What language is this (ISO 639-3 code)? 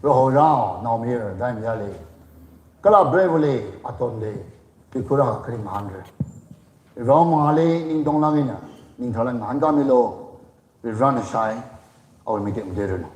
nmf